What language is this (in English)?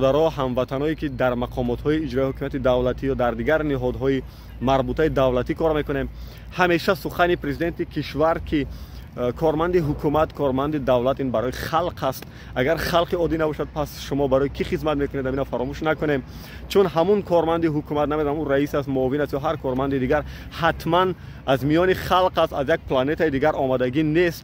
Tajik